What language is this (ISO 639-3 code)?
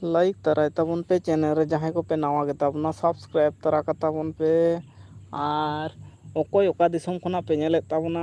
sat